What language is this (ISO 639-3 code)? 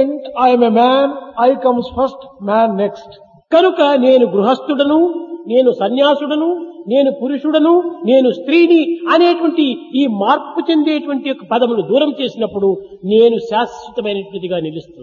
tel